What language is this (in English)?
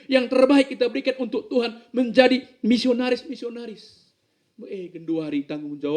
Batak Karo